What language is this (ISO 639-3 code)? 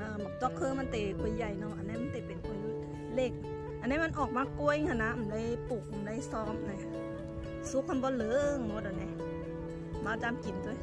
shn